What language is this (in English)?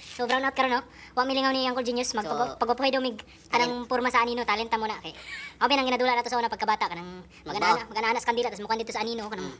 Cebuano